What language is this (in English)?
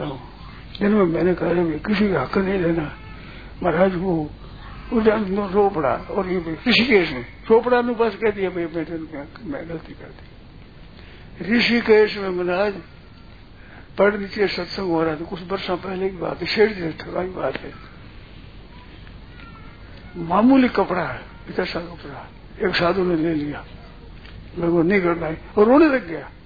Hindi